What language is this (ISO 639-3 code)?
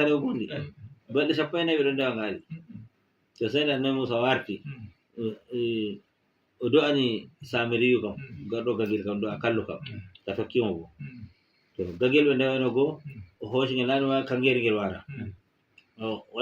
ful